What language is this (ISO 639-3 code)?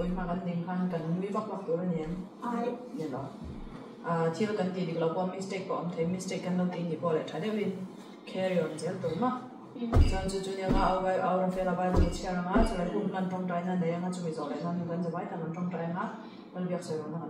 lus